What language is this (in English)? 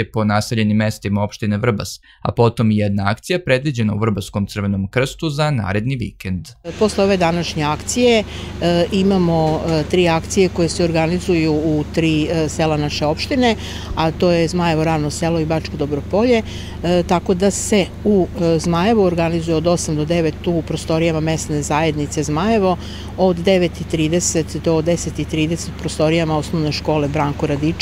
Serbian